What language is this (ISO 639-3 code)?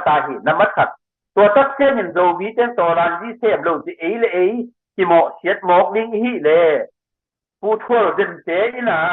ctd